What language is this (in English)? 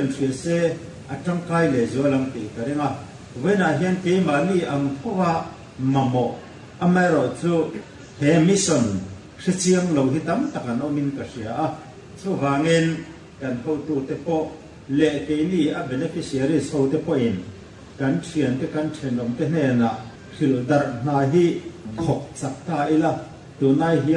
Mizo